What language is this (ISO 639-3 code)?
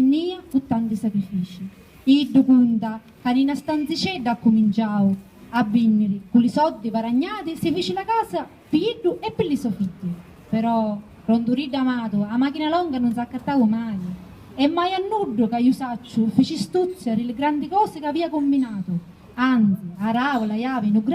scn